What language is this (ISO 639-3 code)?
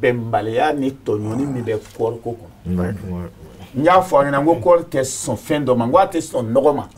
bam